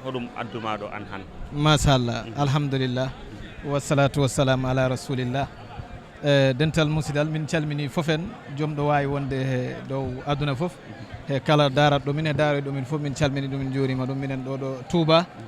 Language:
Fula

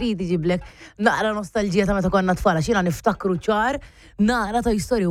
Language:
Maltese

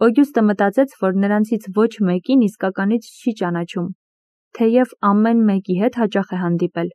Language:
Armenian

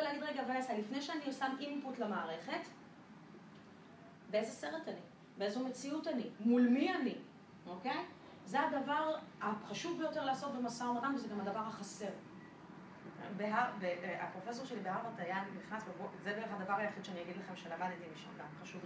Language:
Hebrew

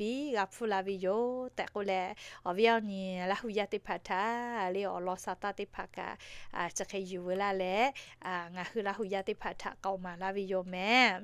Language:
Lahu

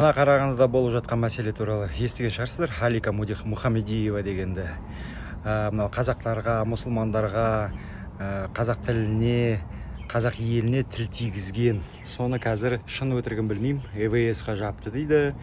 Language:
Kazakh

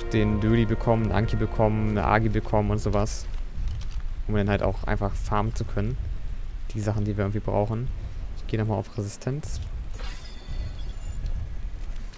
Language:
German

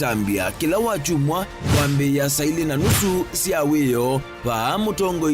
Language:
Kamba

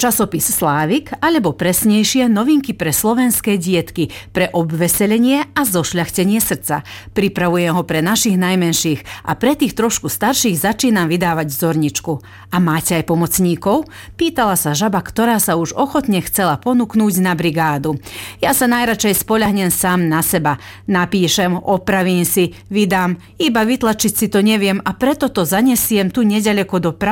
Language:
Slovak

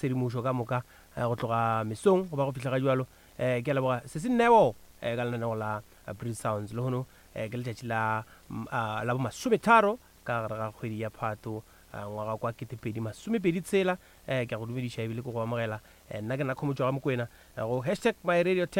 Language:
Northern Sotho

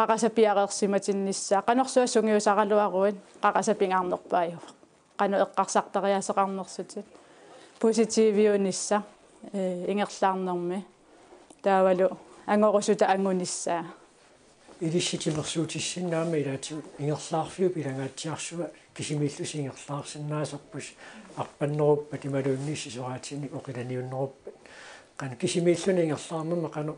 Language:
Kalaallisut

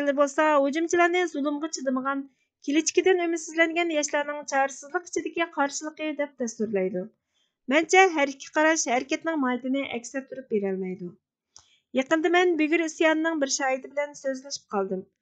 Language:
Uyghur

